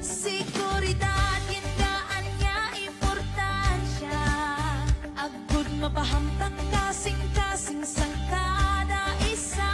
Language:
Hiligaynon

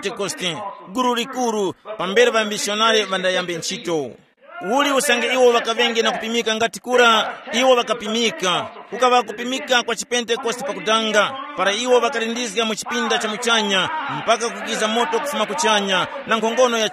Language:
Tumbuka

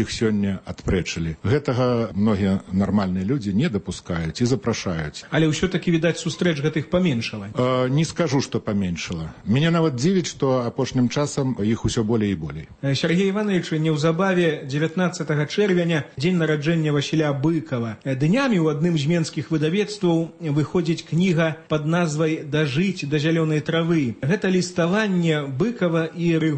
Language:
Belarusian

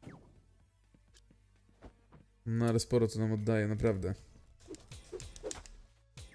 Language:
Polish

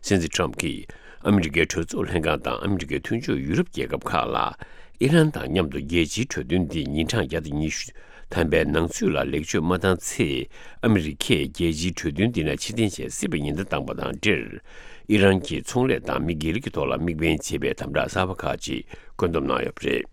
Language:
Tibetan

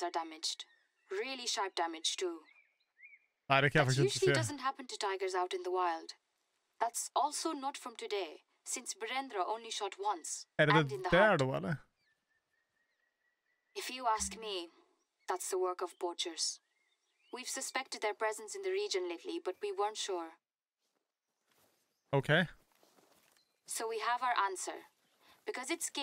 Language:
Swedish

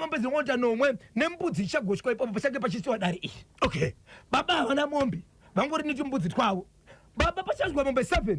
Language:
Shona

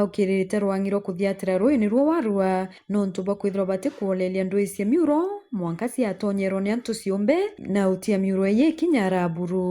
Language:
Meru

